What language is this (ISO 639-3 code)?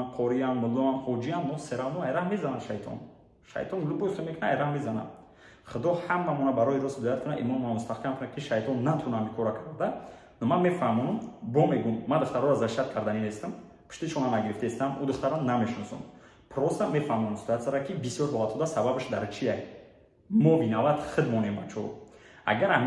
tgk